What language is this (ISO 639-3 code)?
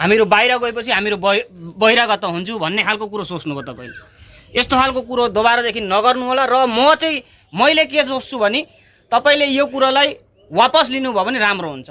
nep